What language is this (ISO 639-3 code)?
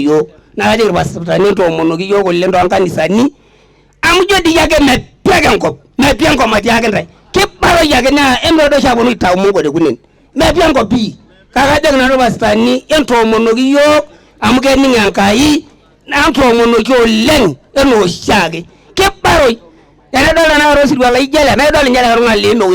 mas